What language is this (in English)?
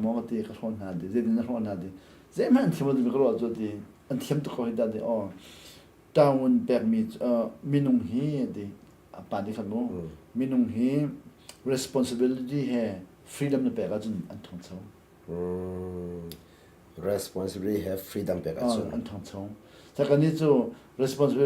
Hakha Chin